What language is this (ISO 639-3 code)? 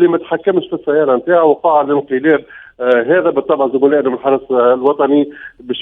aeb